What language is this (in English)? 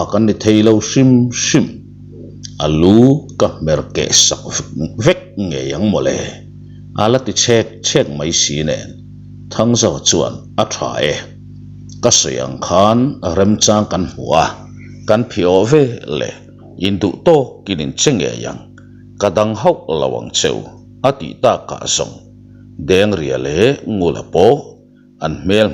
Mizo